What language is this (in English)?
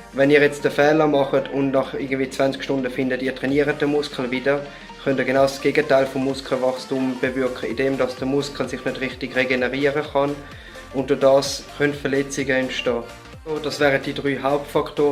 Swiss German